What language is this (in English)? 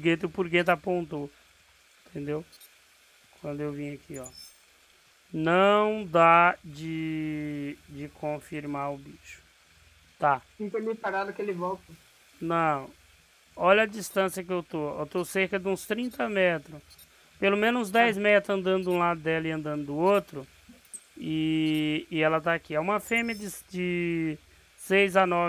Portuguese